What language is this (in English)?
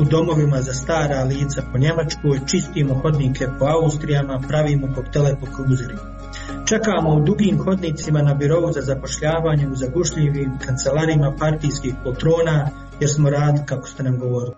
Serbian